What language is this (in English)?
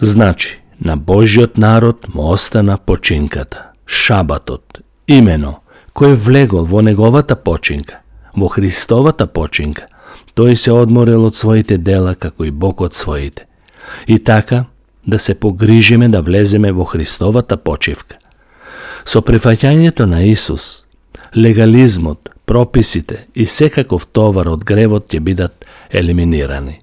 Macedonian